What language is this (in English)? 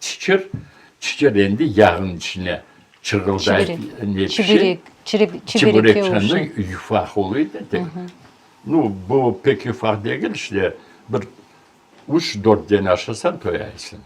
Crimean Tatar